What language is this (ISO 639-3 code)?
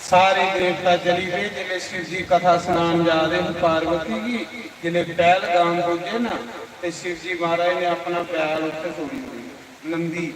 doi